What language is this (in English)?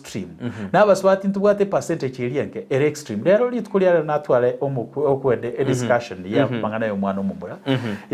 Gusii